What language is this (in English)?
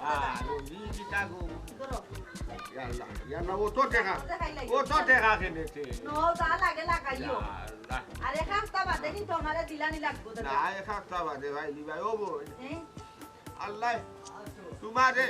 Sylheti